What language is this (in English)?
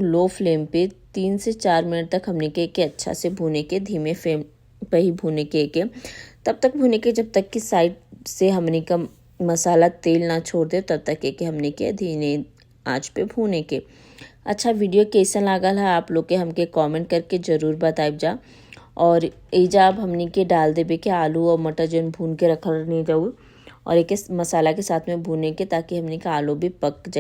Bhojpuri